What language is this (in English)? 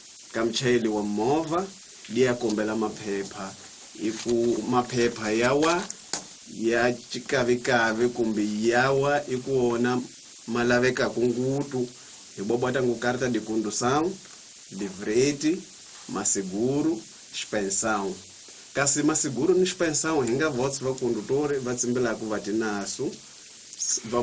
Tsonga